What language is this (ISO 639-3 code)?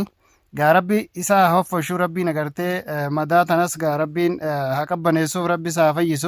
orm